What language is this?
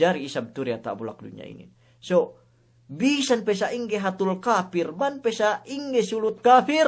Yakan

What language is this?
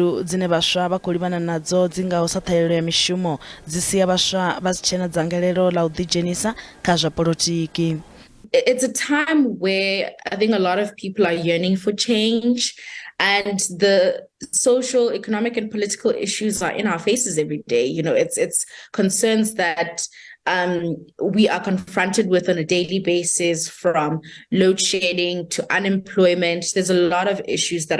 Venda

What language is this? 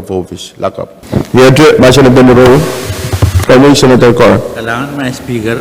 Pohnpeian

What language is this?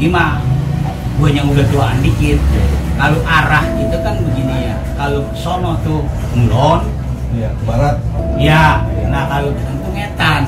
Betawi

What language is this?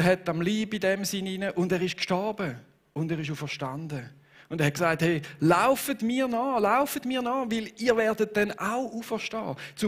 Swiss German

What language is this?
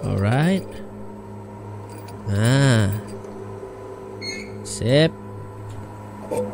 Indonesian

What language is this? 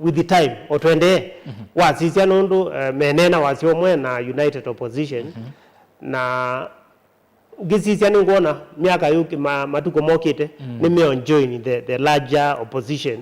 Kamba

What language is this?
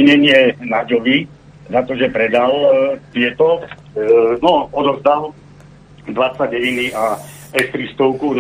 Slovak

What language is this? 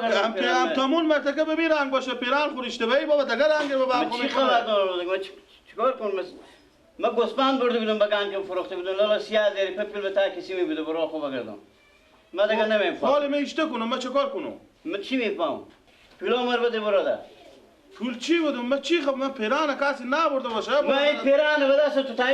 Persian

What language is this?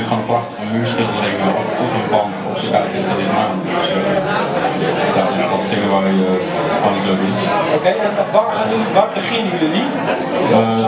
Dutch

